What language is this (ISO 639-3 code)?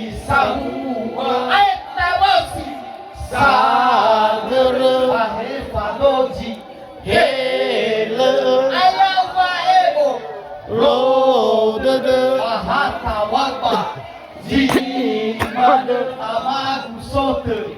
nia